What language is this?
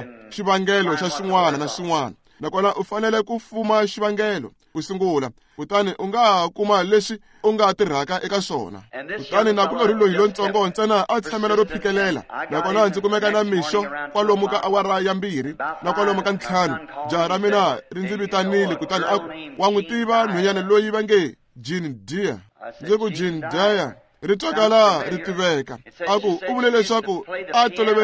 Tsonga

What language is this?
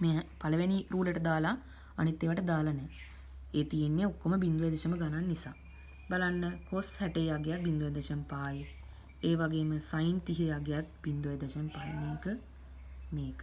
Sinhala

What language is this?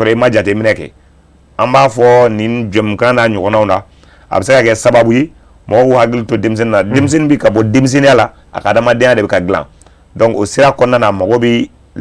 Bambara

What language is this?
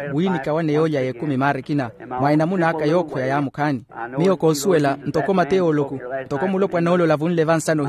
Makhuwa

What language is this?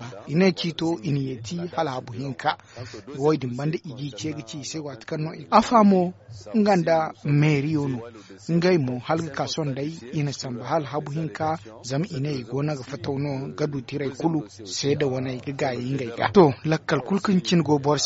Zarma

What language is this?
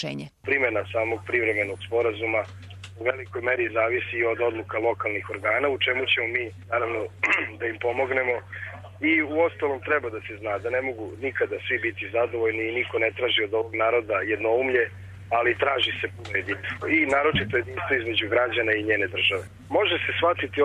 Serbian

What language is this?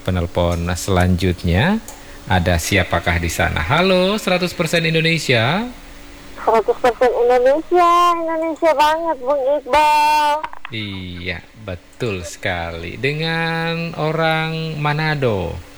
Indonesian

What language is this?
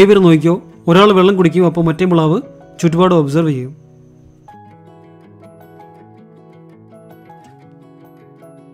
Malayalam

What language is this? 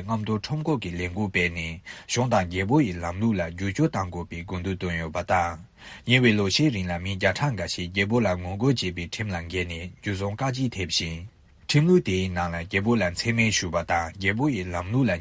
Tibetan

